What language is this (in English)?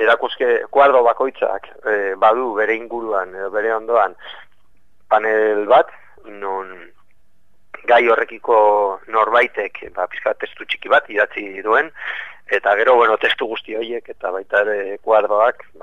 Basque